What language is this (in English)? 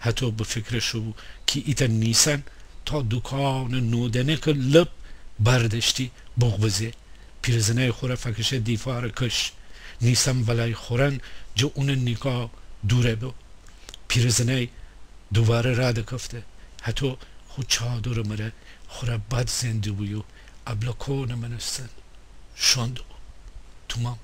Gilaki